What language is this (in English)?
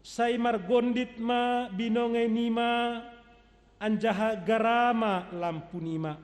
Batak Simalungun